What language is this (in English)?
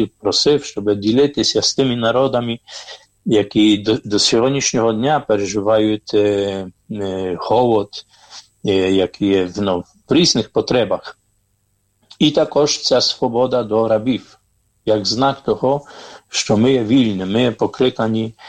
Ukrainian